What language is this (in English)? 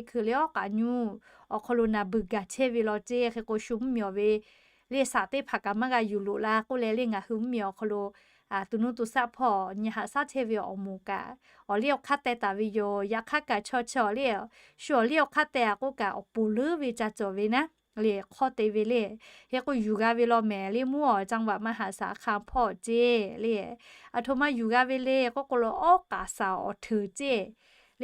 Lahu